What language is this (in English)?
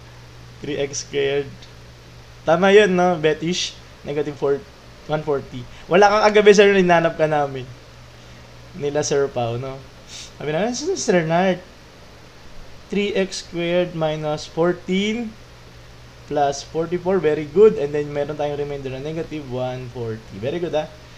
Filipino